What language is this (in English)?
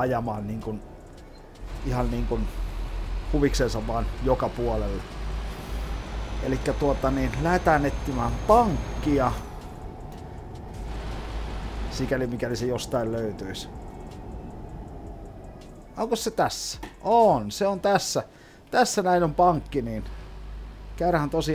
Finnish